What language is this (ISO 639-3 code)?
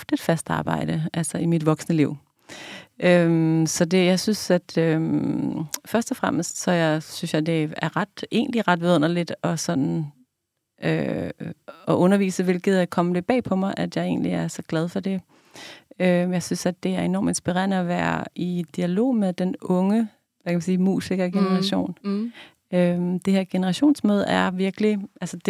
dan